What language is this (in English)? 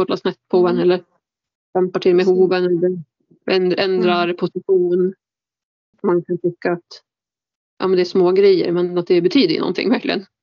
Swedish